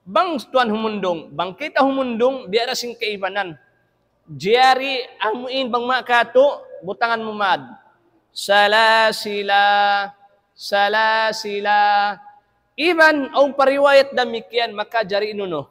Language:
Tausug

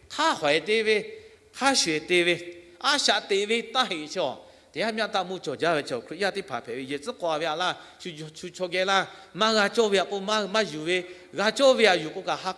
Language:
Lahu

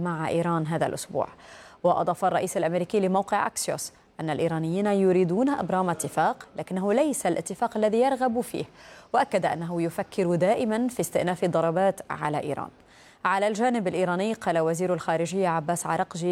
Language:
Arabic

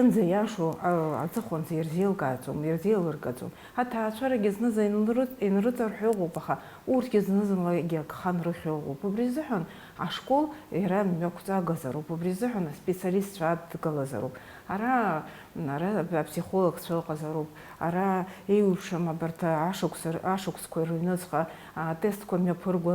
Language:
Abkhazian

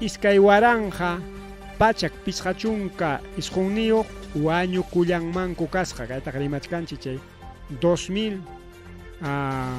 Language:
Ayacucho Quechua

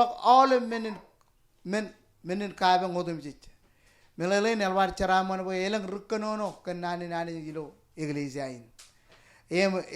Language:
Marshallese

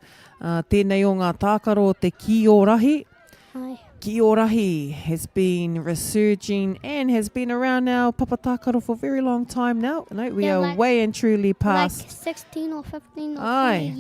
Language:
Māori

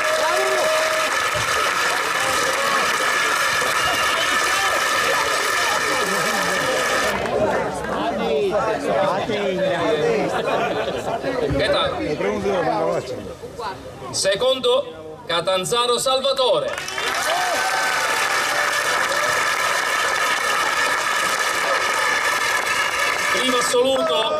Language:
Italian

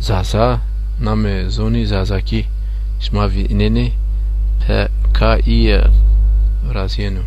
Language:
Zaza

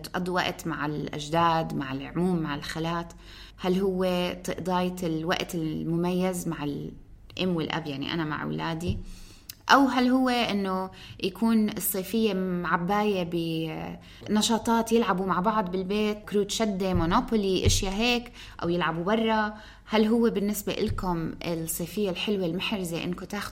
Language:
North Levantine Arabic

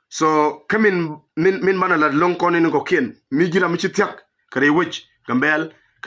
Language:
Nuer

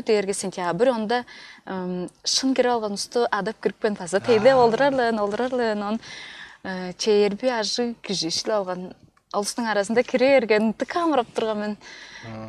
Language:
Tuvinian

